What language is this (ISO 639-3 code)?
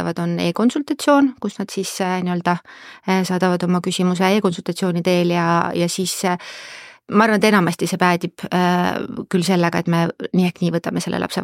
est